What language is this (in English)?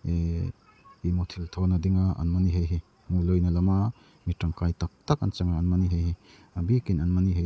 Darlong